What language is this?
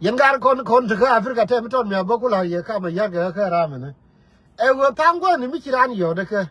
Nuer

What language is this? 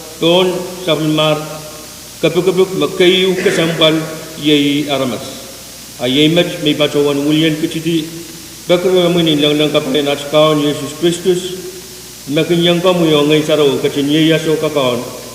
Pohnpeian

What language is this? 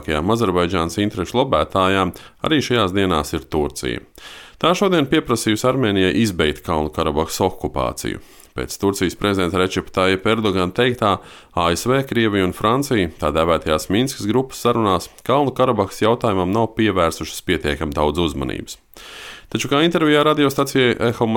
Latvian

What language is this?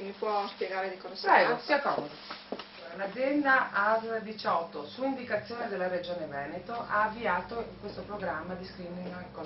Italian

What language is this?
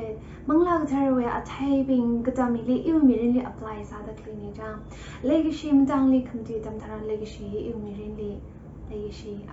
Tangkhul Naga (India)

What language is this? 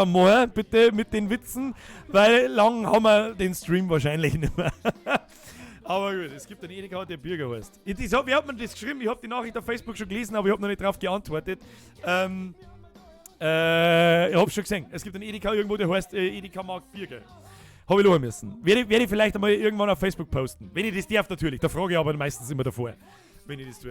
Bavarian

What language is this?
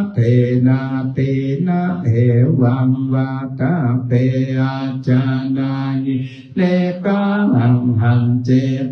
Pali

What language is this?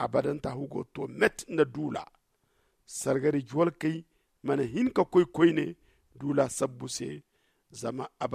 Zarma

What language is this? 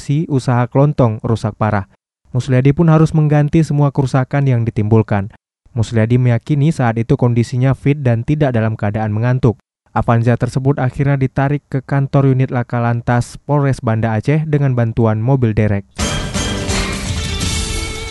Indonesian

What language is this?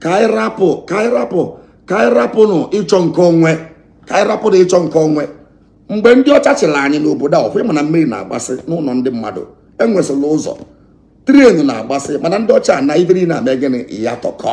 Igbo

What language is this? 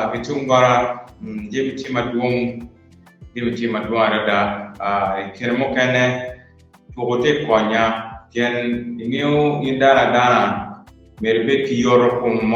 Acoli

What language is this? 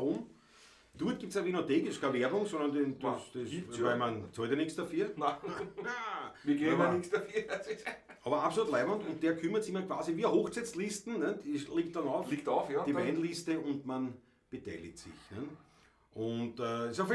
Bavarian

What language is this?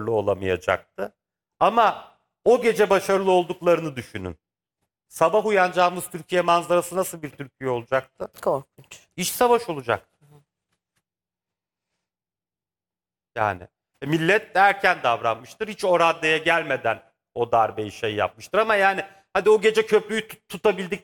Turkish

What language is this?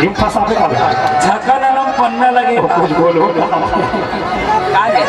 Chhattisgarhi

